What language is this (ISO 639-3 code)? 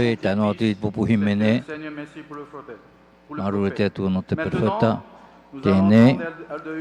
tah